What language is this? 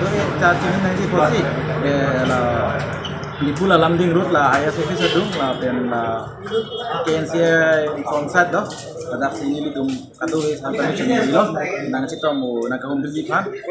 Karbi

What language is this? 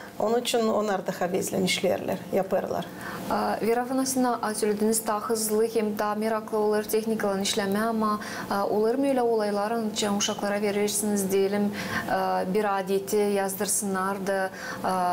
Gagauz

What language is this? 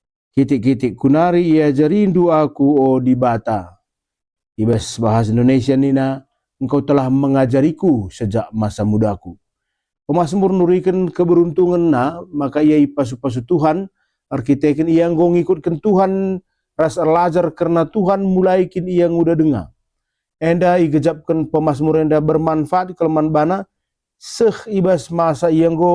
Batak Karo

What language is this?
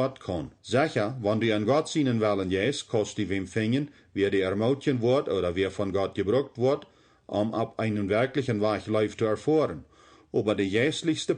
Plautdietsch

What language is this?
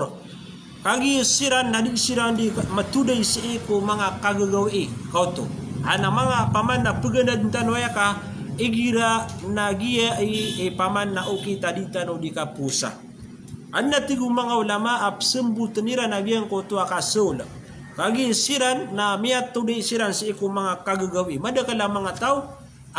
Maranao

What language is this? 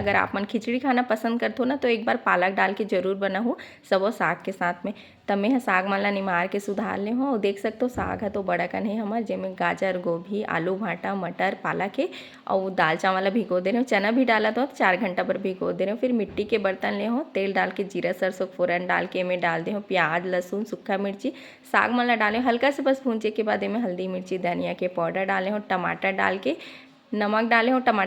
Chhattisgarhi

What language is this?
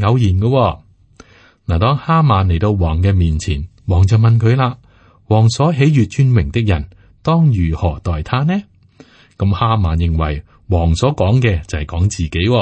Cantonese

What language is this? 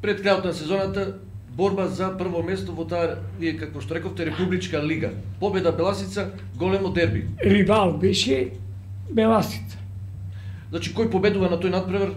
Macedonian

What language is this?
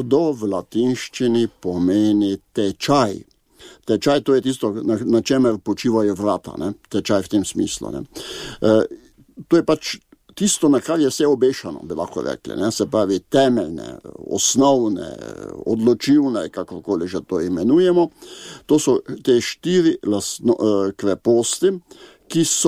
Slovenian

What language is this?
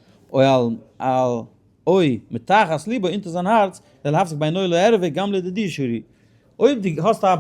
Yiddish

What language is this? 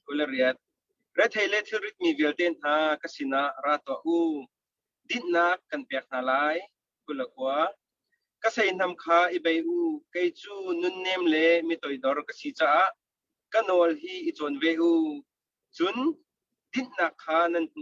Hakha Chin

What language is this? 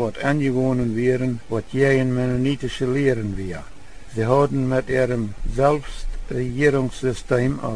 Plautdietsch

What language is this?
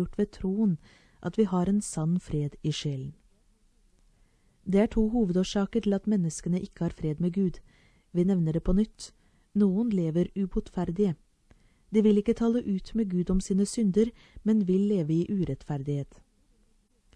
Norwegian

